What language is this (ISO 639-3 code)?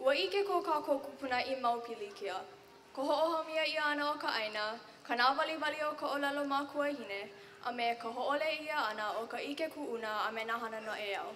haw